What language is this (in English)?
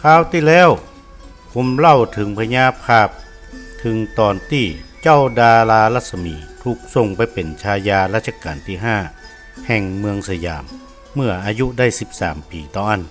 Northern Thai